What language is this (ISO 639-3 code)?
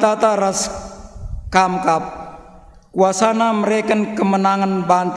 btx